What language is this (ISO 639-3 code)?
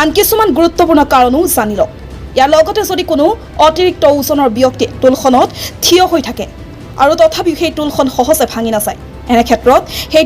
asm